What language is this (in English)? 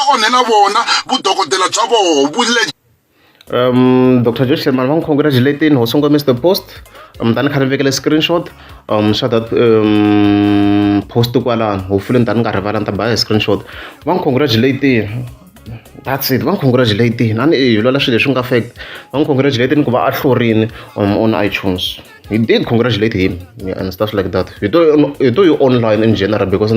Tsonga